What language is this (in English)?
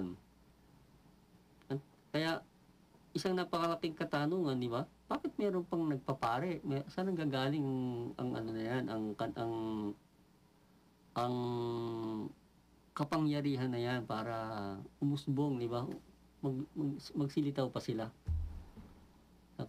Filipino